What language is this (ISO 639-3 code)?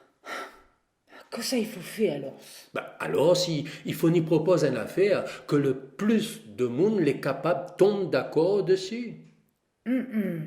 rcf